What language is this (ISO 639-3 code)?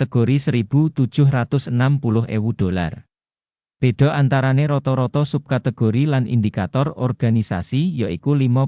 jav